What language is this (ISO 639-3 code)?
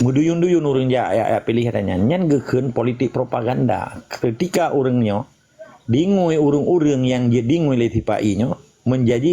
ace